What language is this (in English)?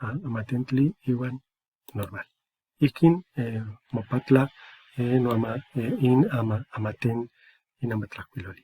Eastern Huasteca Nahuatl